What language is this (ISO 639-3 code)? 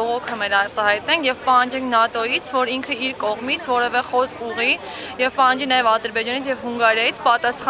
hye